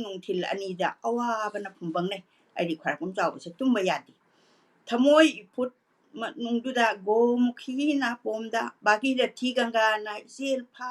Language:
Manipuri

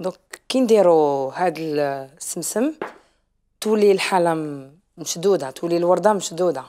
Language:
Algerian Arabic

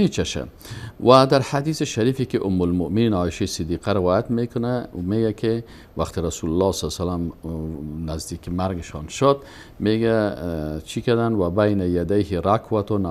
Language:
Persian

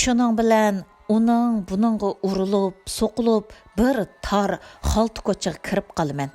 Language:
Uyghur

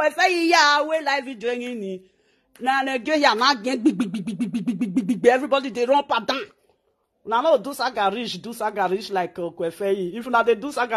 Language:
Nigerian Pidgin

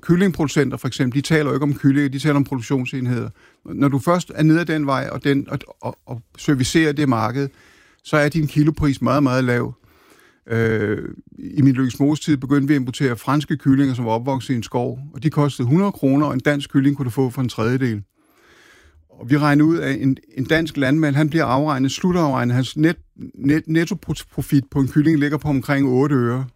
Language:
Danish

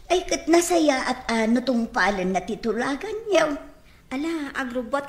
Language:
Iloko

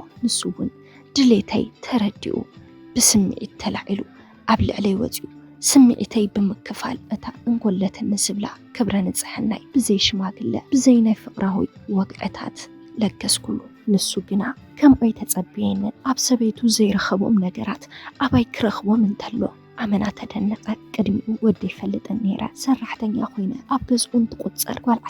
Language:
Tigrinya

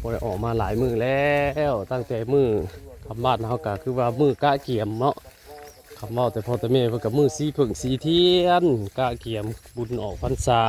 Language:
Northeastern Thai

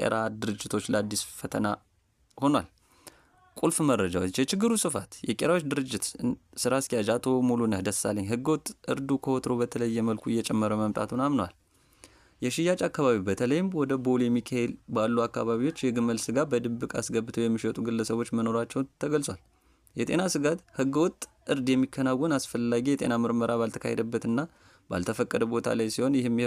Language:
Amharic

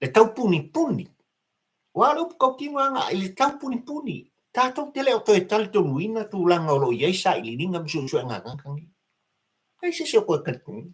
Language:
Samoan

